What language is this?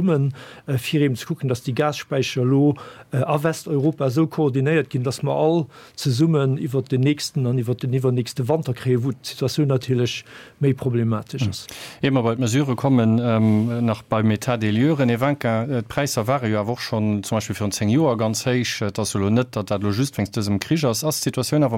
Luxembourgish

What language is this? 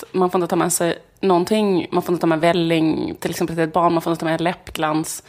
Swedish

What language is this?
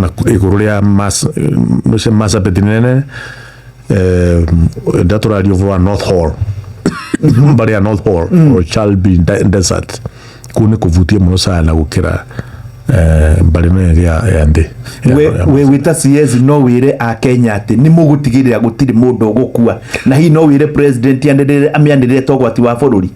Kikuyu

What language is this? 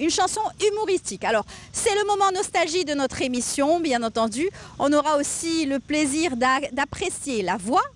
French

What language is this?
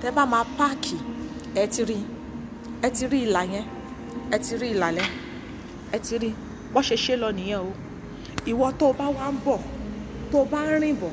Yoruba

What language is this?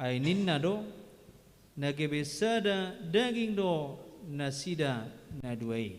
Batak Toba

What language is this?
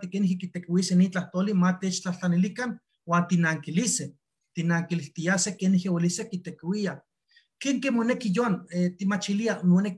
Eastern Huasteca Nahuatl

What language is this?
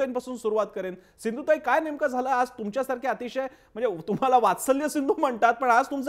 Marathi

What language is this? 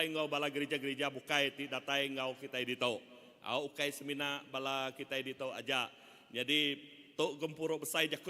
Iban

